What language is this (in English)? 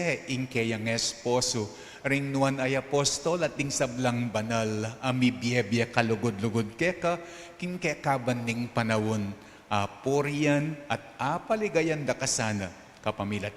Pampanga